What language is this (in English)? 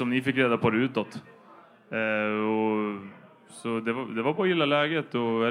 Swedish